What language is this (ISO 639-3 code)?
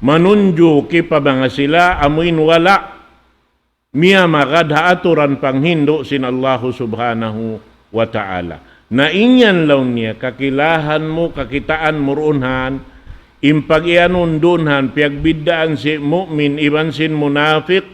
tsg